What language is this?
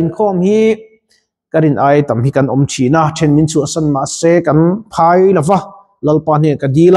Mizo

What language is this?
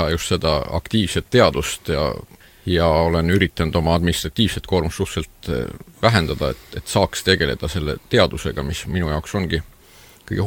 Estonian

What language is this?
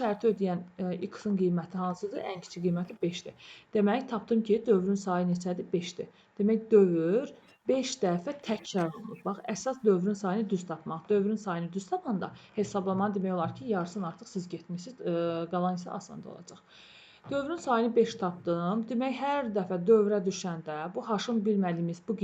Azerbaijani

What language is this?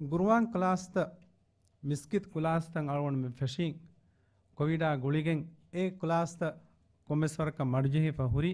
Divehi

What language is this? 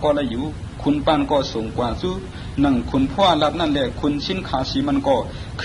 Shan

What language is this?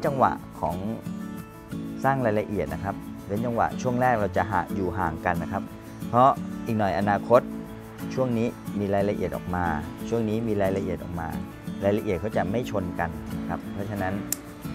Thai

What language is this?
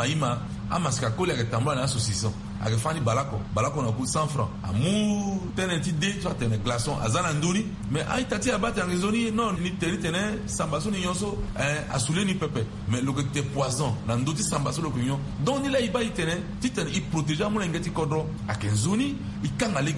Sango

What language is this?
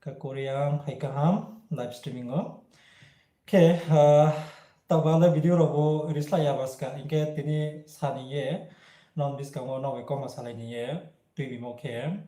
Riang (India)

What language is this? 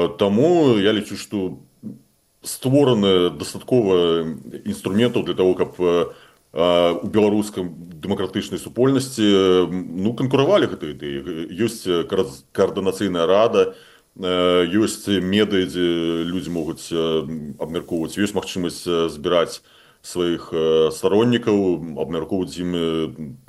Belarusian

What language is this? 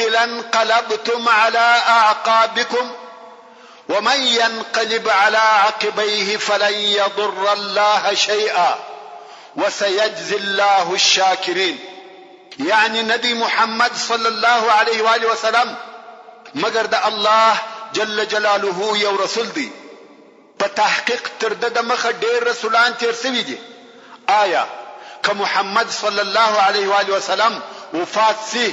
Pashto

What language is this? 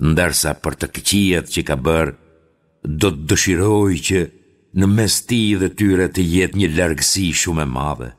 Albanian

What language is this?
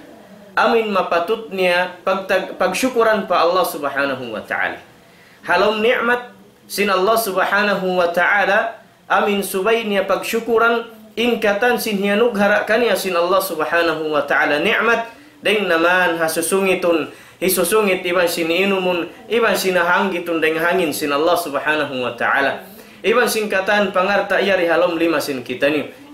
Tausug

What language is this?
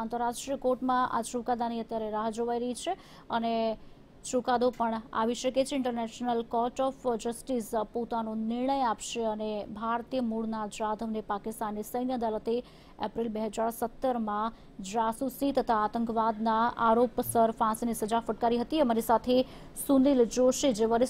Gujarati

